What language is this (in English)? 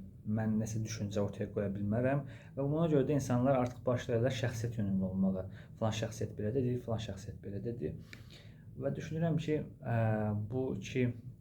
Azerbaijani